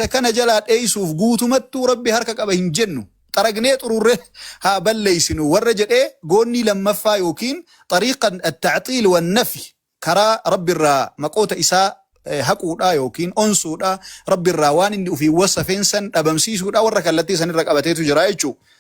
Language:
Oromo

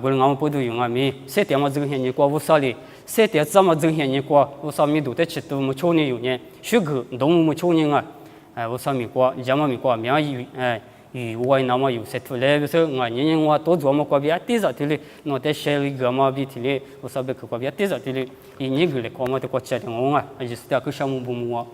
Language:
Lisu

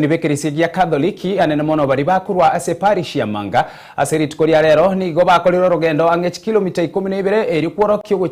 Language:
Gusii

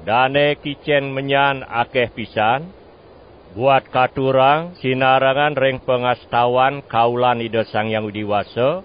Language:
Balinese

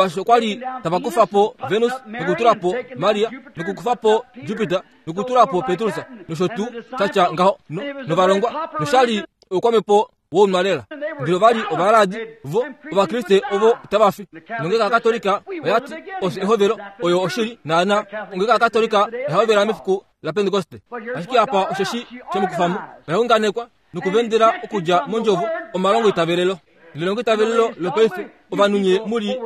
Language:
Kuanyama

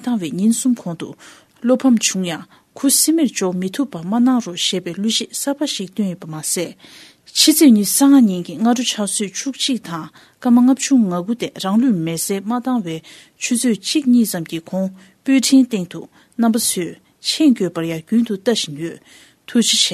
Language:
Tibetan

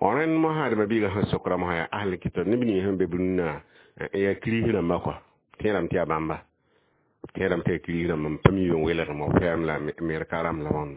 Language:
Mossi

